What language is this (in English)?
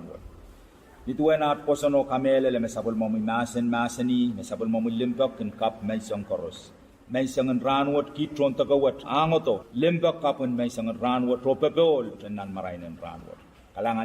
Pohnpeian